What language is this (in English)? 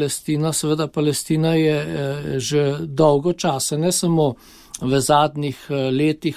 Slovenian